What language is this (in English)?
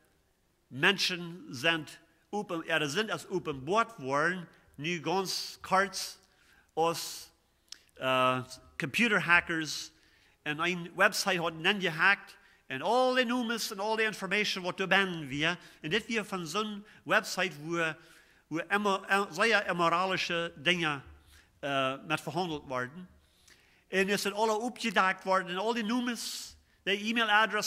Plautdietsch